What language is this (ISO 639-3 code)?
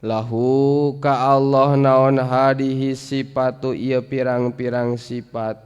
sun